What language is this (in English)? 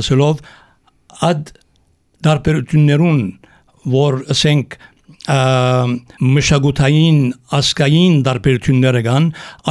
Armenian